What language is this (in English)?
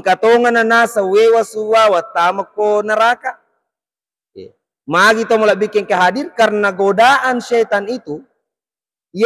Buginese